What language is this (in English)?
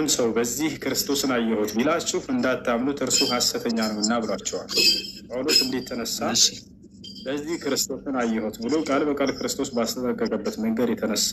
Amharic